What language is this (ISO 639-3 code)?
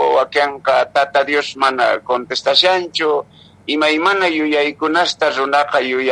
que